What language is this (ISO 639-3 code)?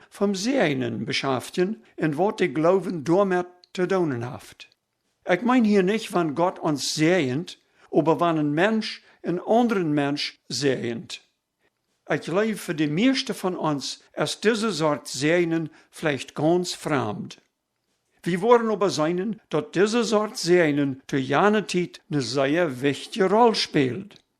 pdt